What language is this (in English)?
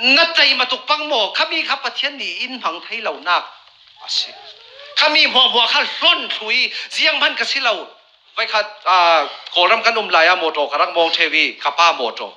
Falam Chin